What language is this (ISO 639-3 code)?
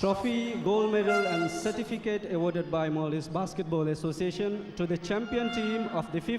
div